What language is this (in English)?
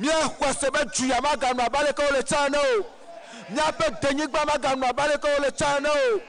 Ewe